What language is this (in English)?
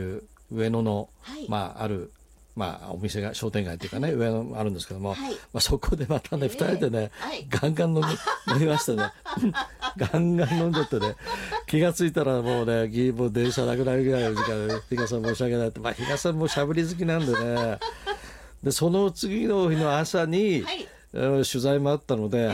Japanese